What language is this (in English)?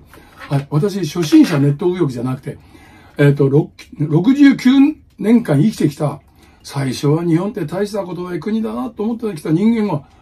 Japanese